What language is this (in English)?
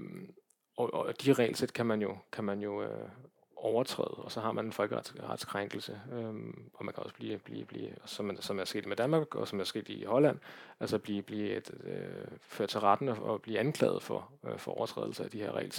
Danish